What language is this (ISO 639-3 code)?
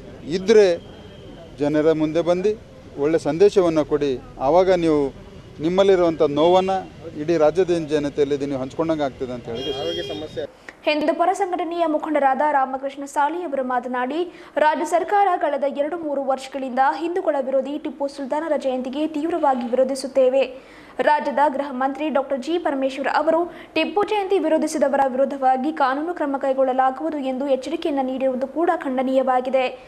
kan